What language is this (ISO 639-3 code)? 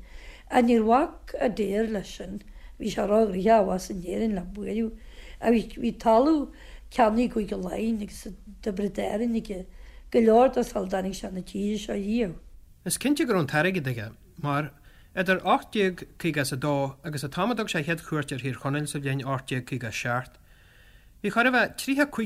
gle